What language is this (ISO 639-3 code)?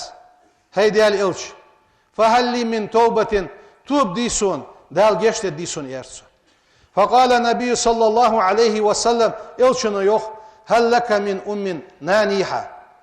inh